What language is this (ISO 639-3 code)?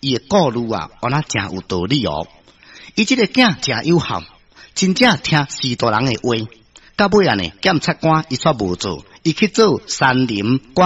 nan